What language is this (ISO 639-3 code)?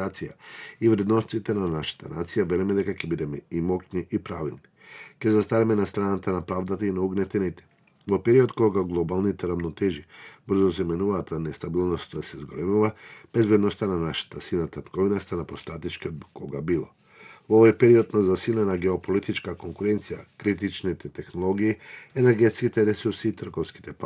mkd